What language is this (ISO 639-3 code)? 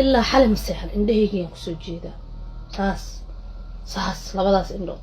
som